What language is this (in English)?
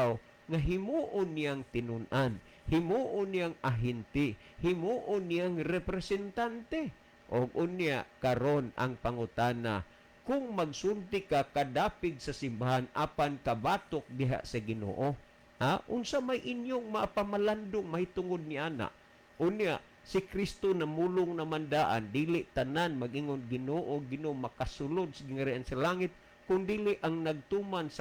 Cebuano